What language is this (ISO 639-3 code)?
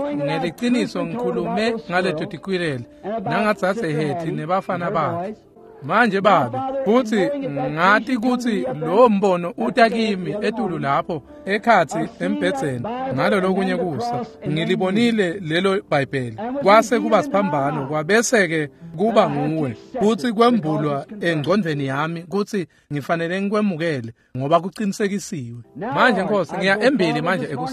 ssw